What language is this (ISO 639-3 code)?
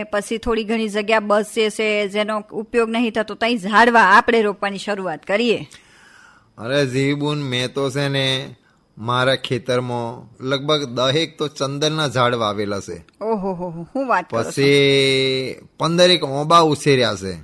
guj